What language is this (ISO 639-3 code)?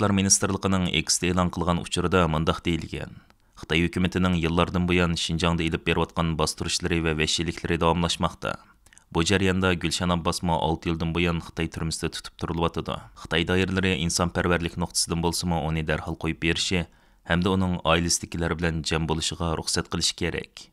uig